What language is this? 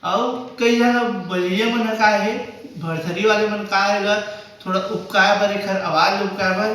Chhattisgarhi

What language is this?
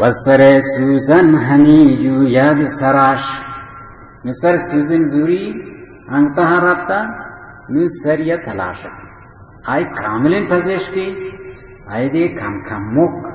Baluchi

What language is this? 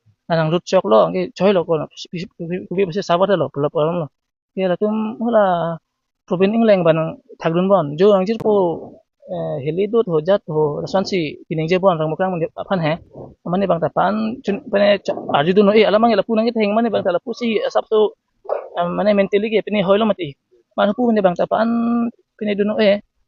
Karbi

